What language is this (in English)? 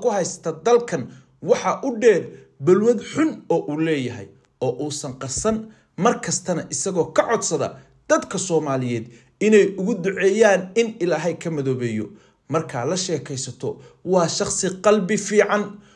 Somali